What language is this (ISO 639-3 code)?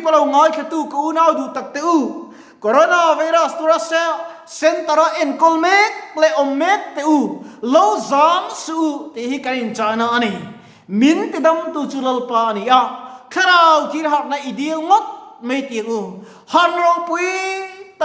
lus